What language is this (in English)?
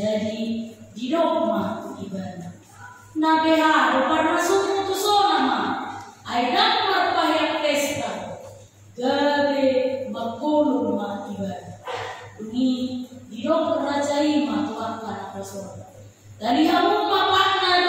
Batak Toba